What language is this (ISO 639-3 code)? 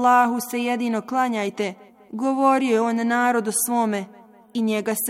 bos